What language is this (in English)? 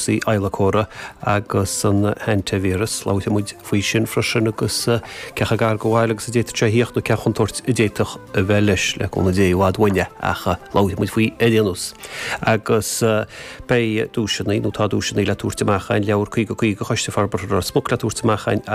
Irish